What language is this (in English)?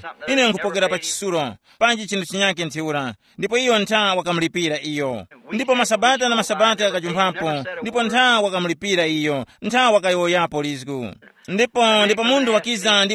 Tumbuka